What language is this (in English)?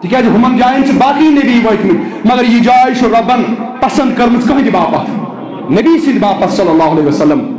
Kashmiri